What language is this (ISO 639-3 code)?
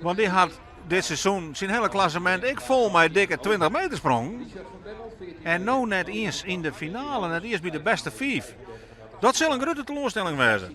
fry